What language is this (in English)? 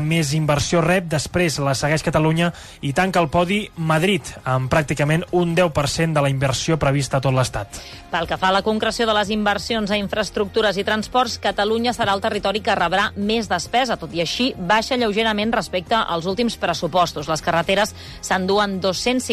Catalan